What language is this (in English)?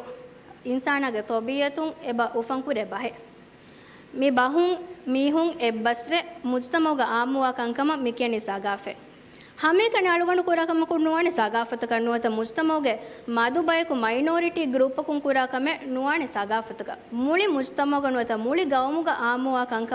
Divehi